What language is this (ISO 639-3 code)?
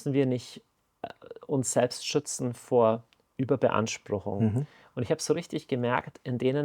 gsw